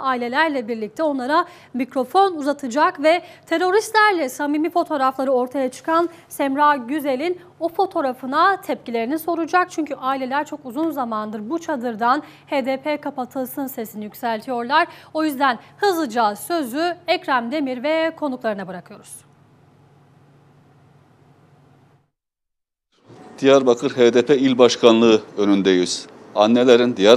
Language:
Turkish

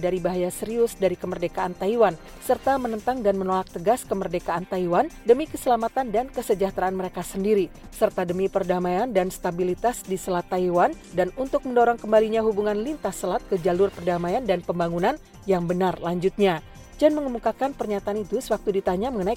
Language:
Indonesian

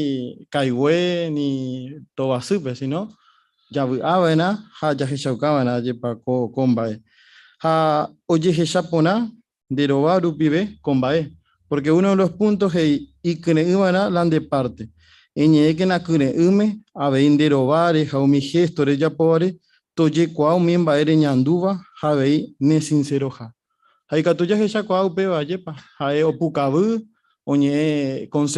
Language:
Guarani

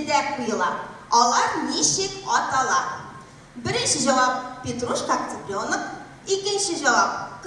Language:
Tatar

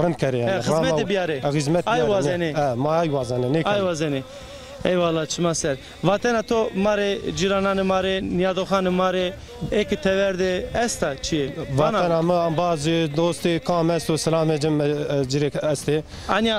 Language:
Zaza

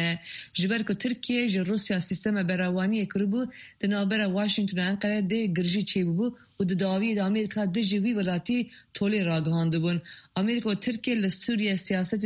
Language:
Kurdish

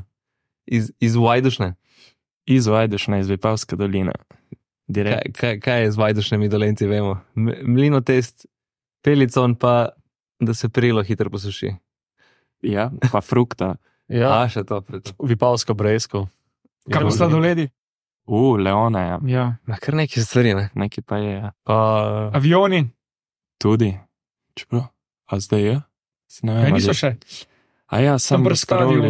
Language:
Slovenian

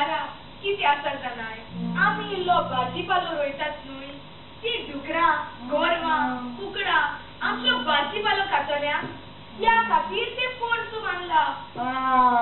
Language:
Konkani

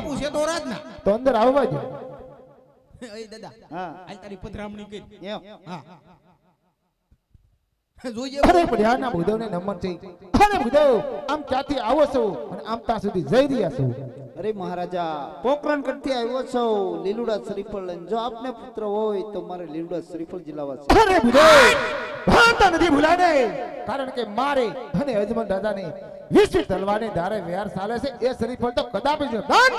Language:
Gujarati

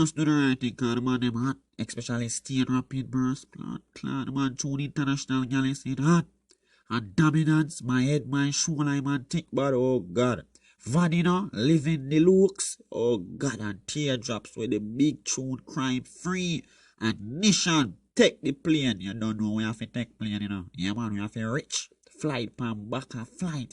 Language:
Jamaican Creole English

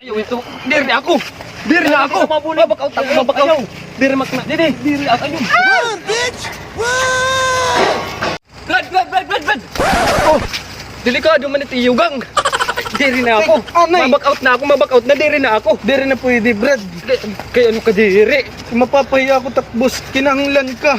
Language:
Waray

